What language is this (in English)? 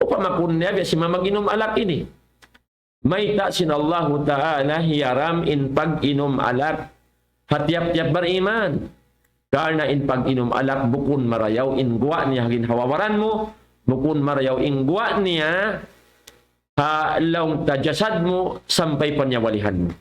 Tausug